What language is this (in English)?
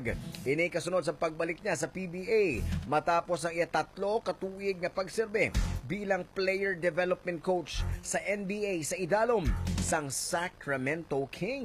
Hiligaynon